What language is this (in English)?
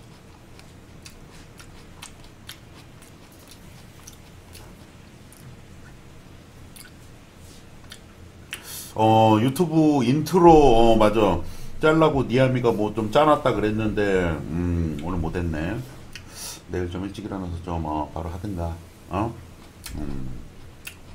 Korean